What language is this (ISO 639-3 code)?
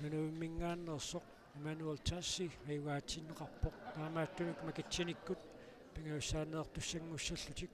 kal